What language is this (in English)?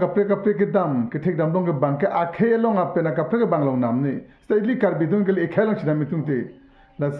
Karbi